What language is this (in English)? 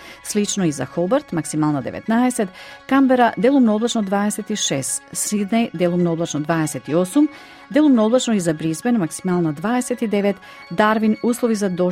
Macedonian